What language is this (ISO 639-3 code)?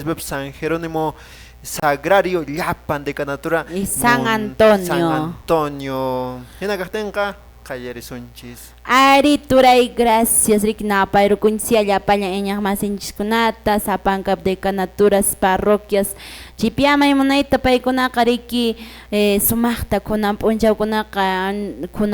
que